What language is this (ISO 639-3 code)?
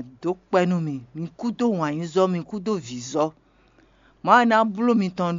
fon